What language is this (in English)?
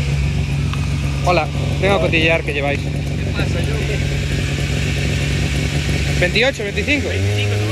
Spanish